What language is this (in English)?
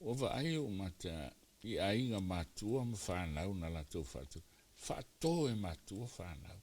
Samoan